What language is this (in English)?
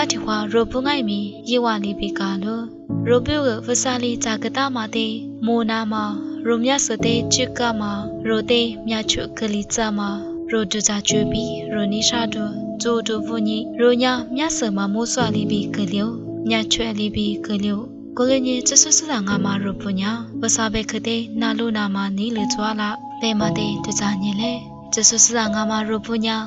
Lisu